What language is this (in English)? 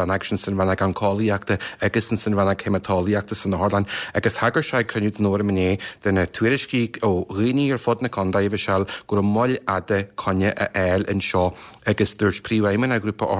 Irish